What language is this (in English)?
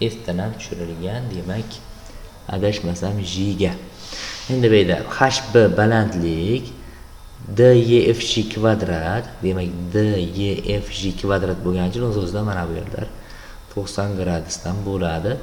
Uzbek